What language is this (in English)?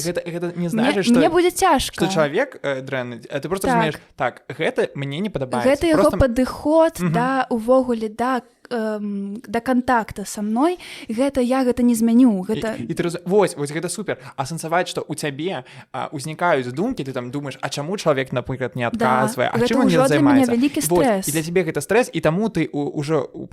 Belarusian